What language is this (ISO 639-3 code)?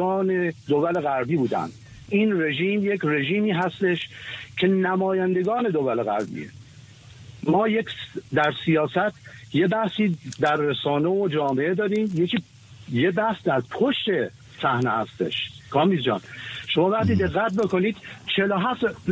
fas